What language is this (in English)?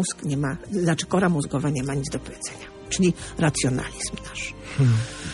Polish